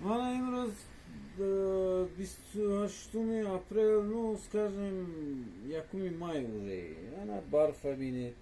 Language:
Tajik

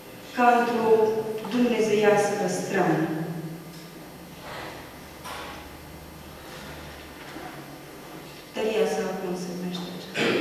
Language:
Romanian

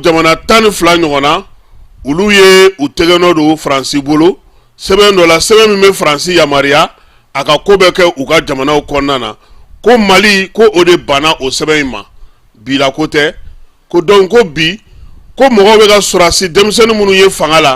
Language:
Bambara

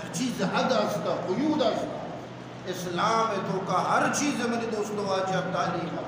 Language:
Eastern Balochi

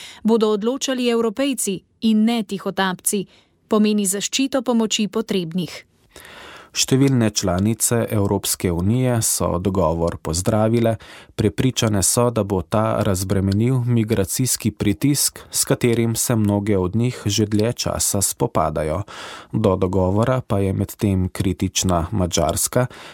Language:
Slovenian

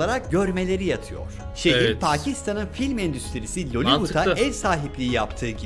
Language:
Turkish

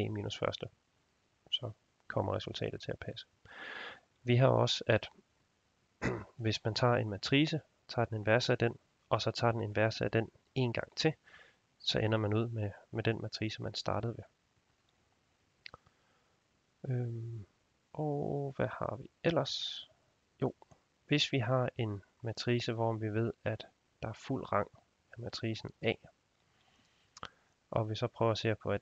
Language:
Danish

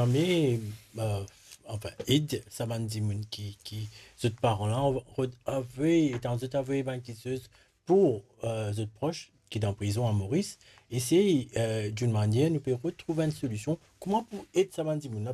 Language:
Morisyen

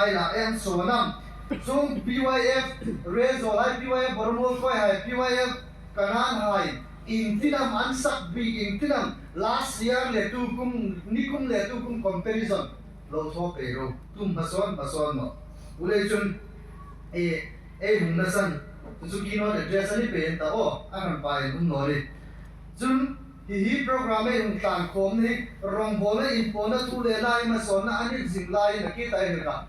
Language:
Hmar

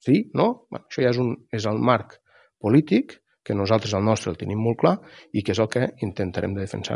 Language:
Catalan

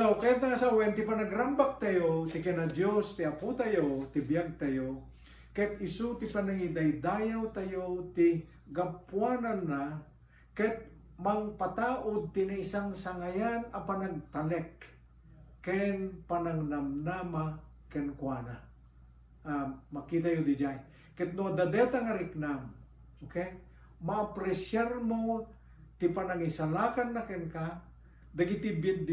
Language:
Iloko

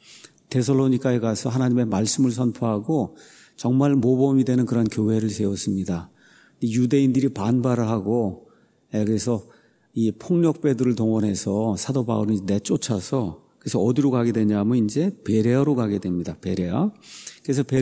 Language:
Korean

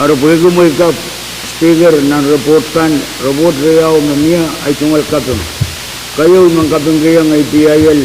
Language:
Pohnpeian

